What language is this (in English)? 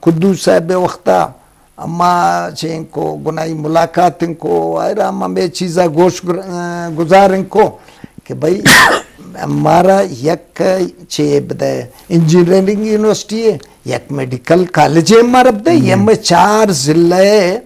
Eastern Balochi